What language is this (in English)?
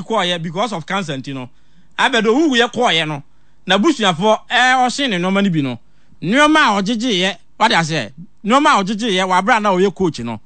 Akan